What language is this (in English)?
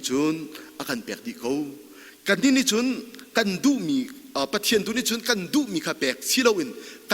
Hakha Chin